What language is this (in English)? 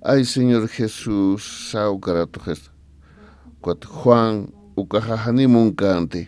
Aymara